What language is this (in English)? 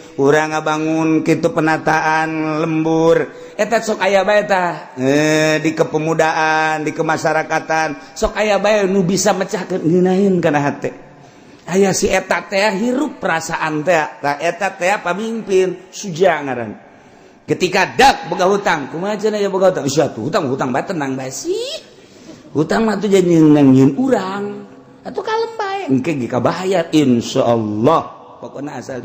Sundanese